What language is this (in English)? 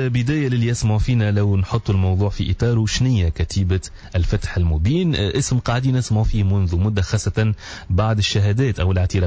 Tunisian Arabic